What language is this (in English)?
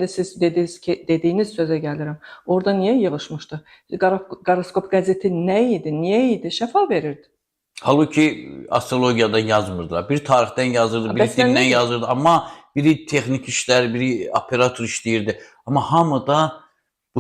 Azerbaijani